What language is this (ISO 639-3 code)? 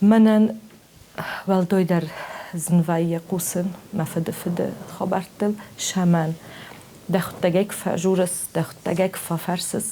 oss